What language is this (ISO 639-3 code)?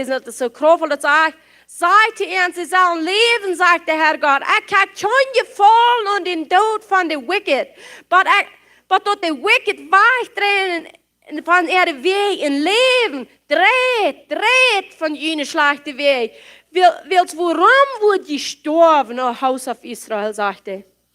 pdt